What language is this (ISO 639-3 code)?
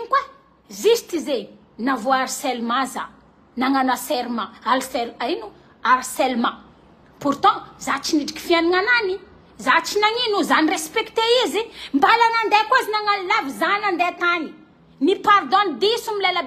mlg